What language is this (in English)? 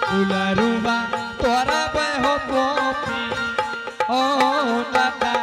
Angika